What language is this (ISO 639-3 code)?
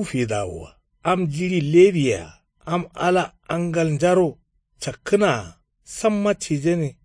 kau